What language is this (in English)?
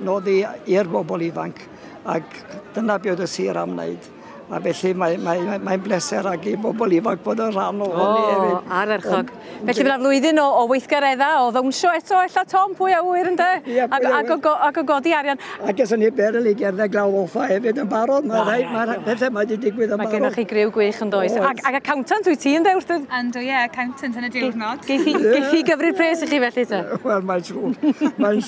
Welsh